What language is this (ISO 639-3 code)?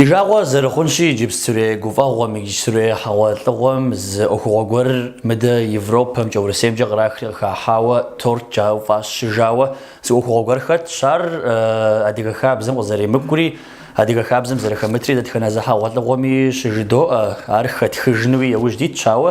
kbd